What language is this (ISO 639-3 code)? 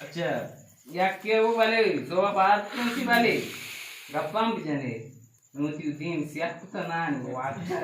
bal